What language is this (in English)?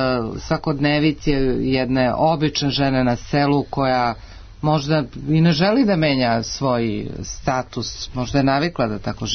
Serbian